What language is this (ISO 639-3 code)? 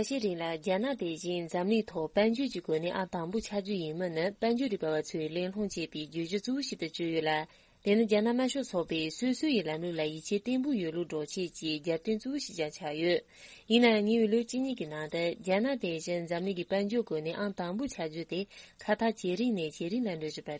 bod